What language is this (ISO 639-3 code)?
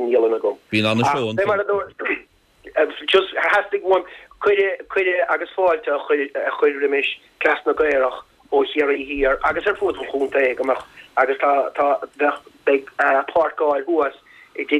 gle